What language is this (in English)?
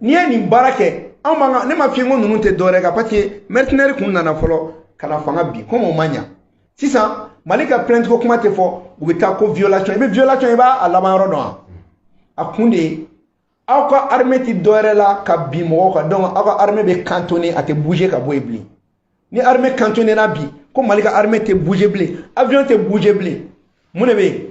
Bambara